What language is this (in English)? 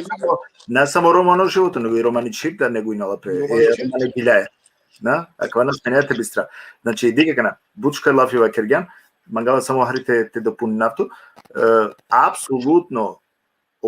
Balkan Romani